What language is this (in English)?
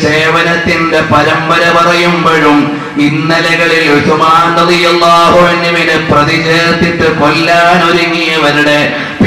Malayalam